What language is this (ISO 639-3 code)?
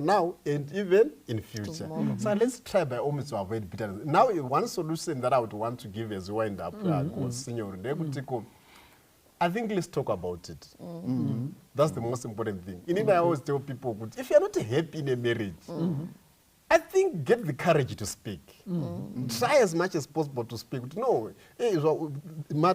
sna